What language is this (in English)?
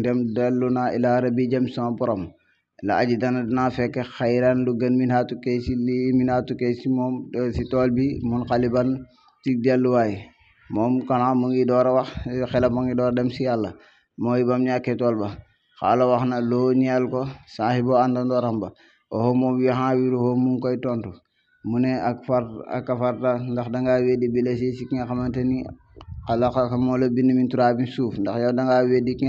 Wolof